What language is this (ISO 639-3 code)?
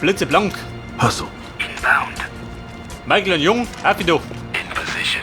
bar